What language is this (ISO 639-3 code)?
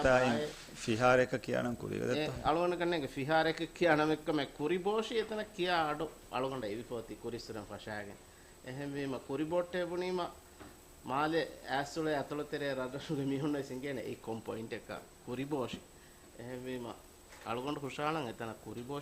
div